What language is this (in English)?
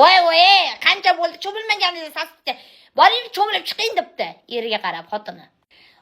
Uzbek